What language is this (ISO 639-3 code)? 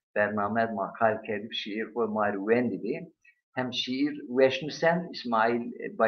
zza